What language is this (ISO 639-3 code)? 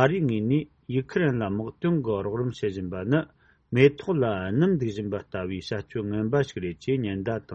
bod